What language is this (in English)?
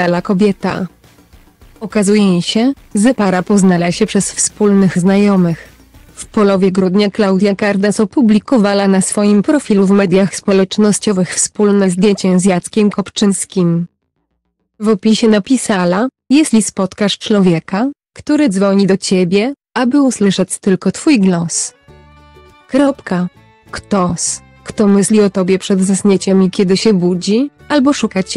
Polish